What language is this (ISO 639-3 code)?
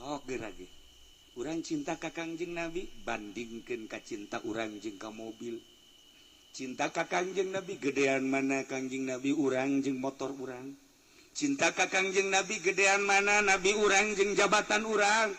sun